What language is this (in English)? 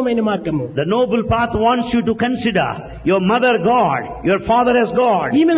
Telugu